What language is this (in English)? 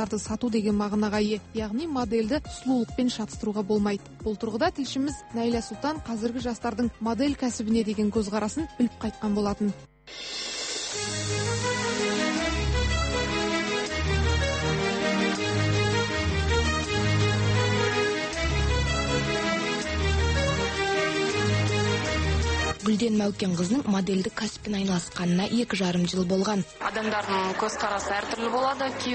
Kazakh